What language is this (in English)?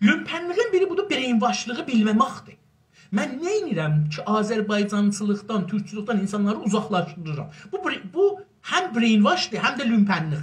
South Azerbaijani